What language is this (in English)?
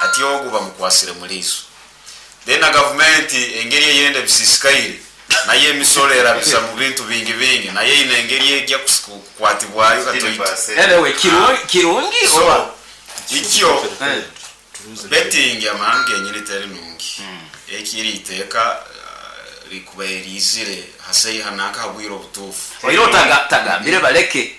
Nyoro